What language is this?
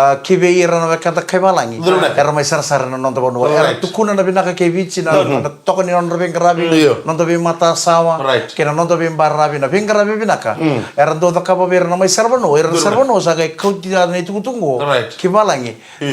Fijian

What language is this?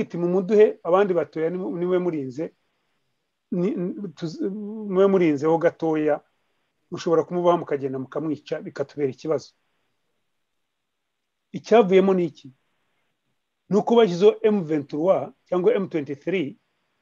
Kinyarwanda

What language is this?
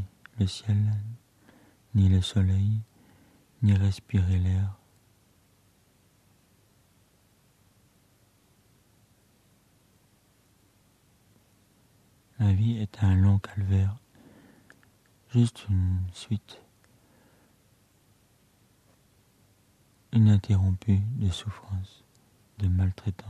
French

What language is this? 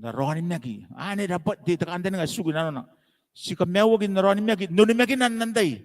Gilbertese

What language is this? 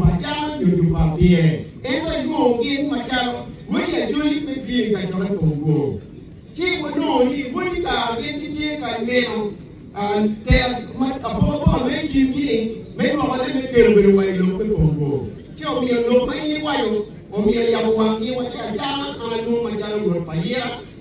Acoli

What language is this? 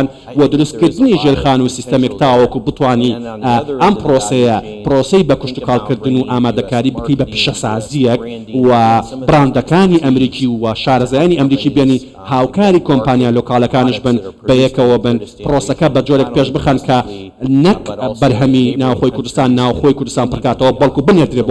Central Kurdish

